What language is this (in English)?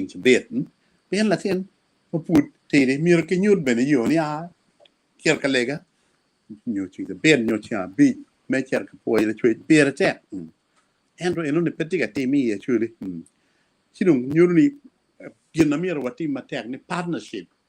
Acoli